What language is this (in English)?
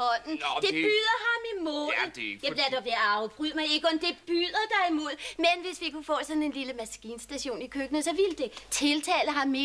Danish